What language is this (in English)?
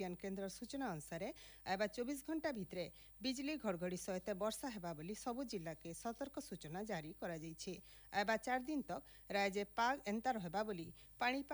Odia